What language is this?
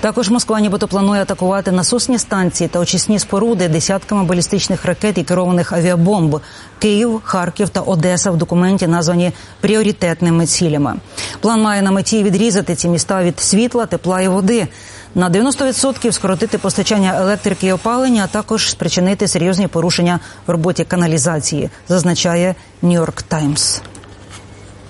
Ukrainian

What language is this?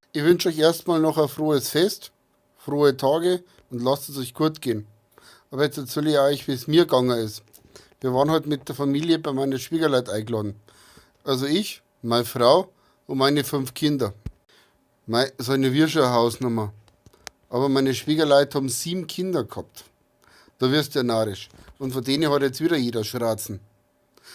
Bavarian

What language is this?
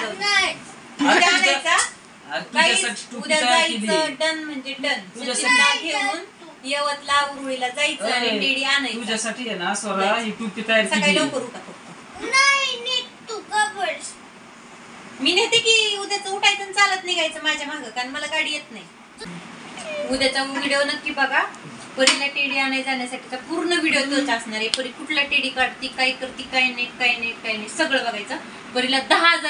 Marathi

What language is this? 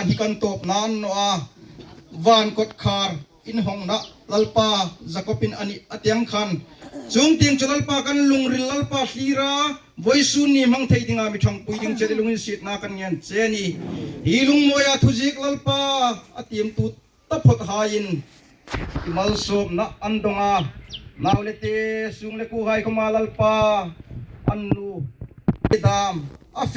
Hmar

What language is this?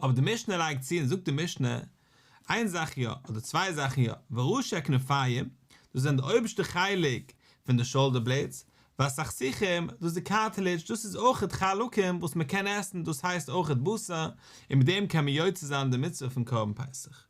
Yiddish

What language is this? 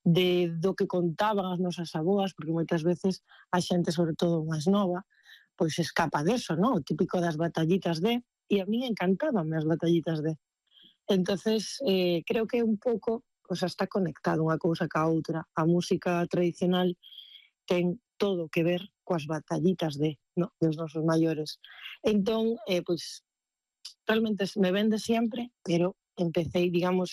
Galician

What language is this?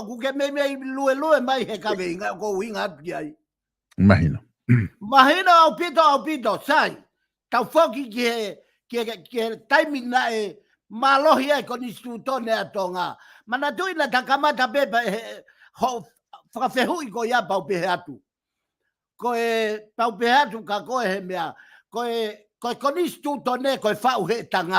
Tongan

